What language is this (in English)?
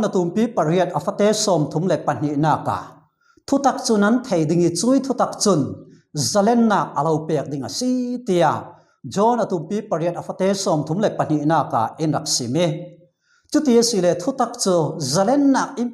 Falam Chin